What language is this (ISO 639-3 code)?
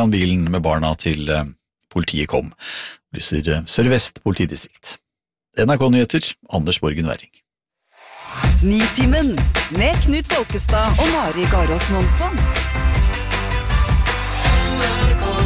nor